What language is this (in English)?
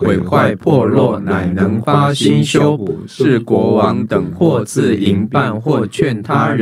Chinese